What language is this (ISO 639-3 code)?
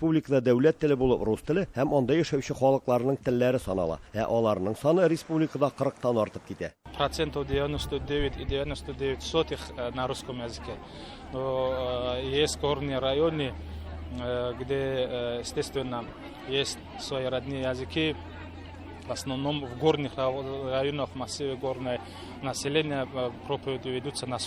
tat